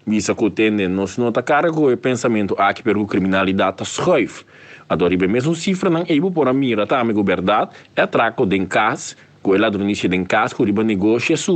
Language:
Papiamento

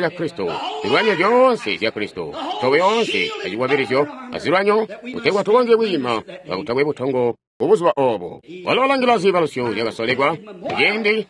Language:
Tonga (Zambia)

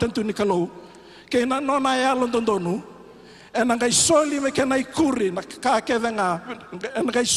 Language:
Fijian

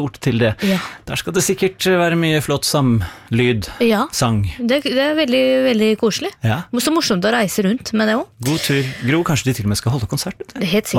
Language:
Norwegian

